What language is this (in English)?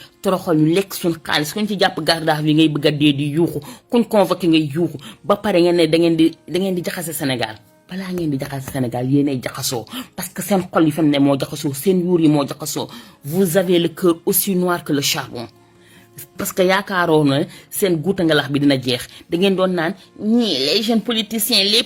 Wolof